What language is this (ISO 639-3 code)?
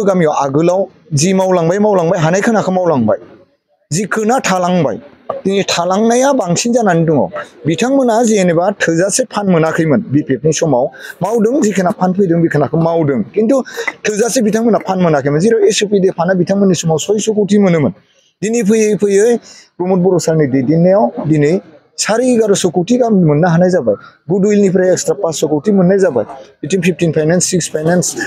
brx